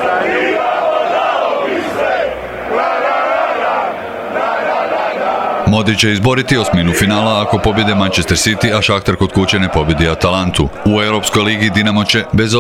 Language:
Croatian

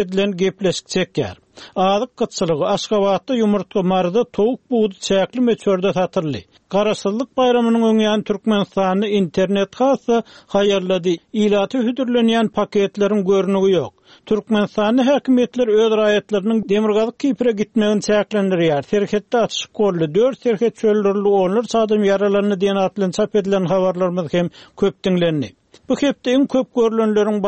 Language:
Turkmen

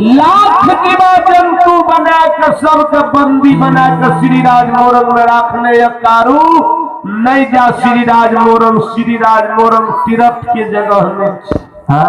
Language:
Maithili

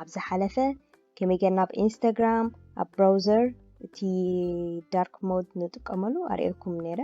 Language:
Tigrinya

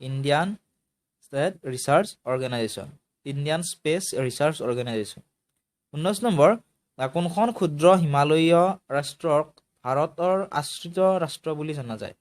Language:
Assamese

